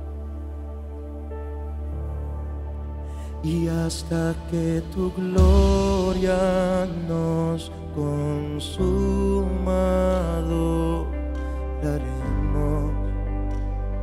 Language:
Spanish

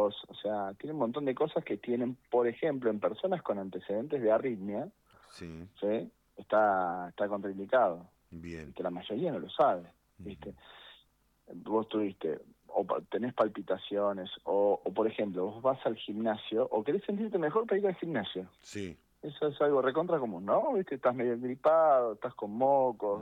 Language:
Spanish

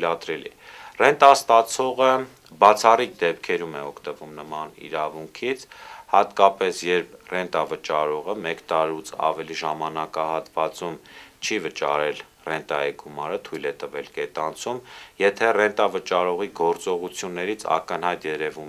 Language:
Armenian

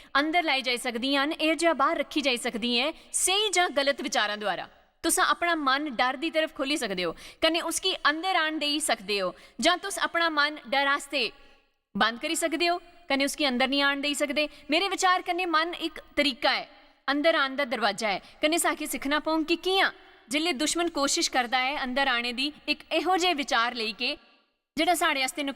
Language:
Dogri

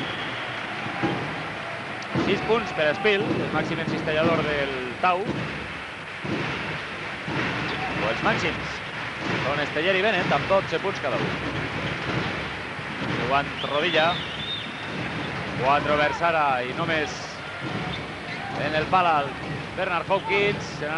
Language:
Catalan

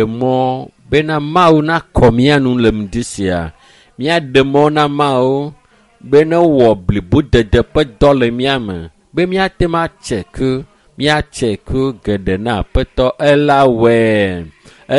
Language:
Ewe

